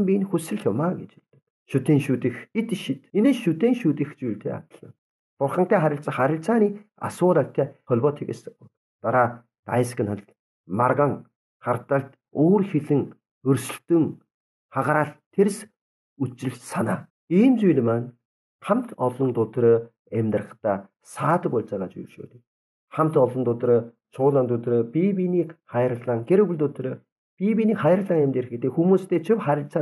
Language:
Mongolian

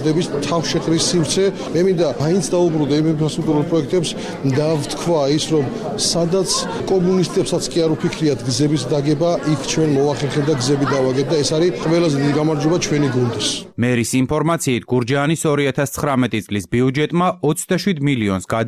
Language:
Georgian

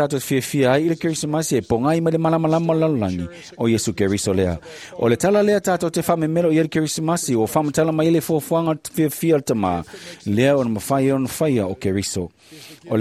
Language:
Samoan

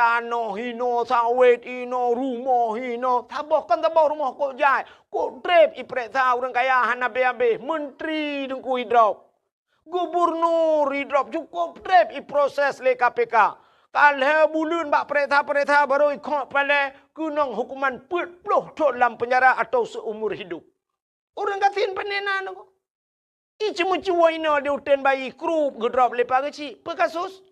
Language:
Achinese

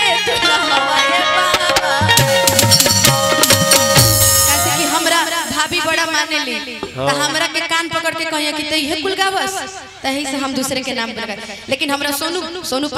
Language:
Bhojpuri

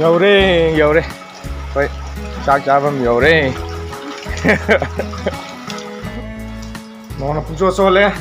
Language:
Manipuri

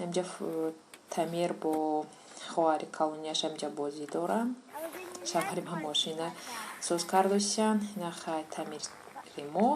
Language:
Tajik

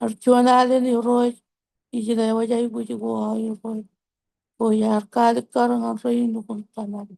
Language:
Marshallese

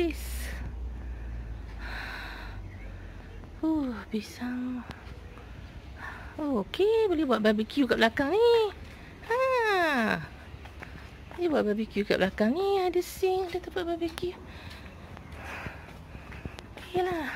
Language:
Malay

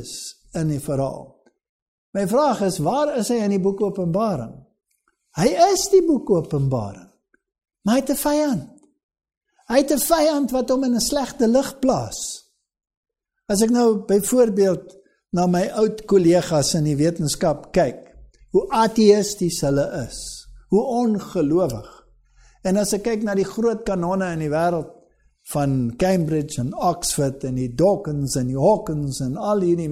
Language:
Afrikaans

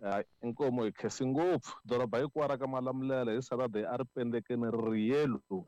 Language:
Tsonga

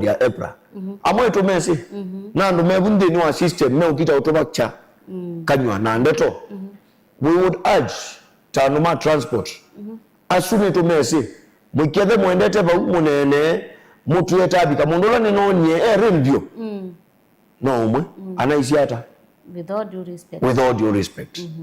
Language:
Kamba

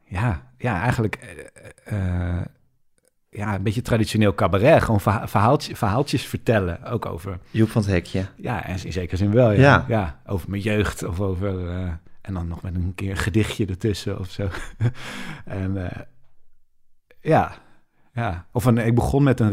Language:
Dutch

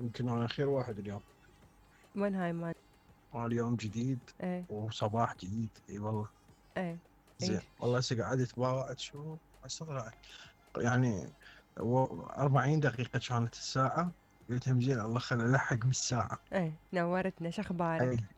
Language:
Mesopotamian Arabic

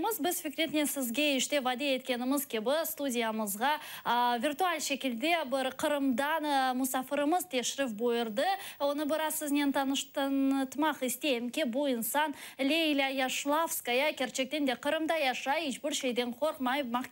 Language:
Crimean Tatar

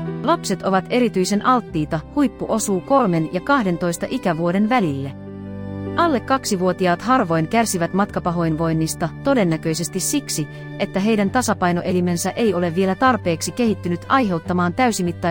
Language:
Finnish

